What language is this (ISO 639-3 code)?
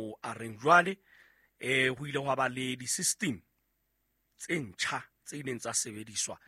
sot